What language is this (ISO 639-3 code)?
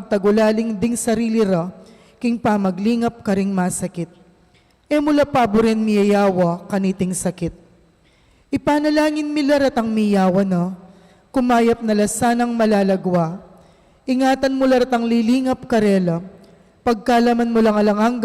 pam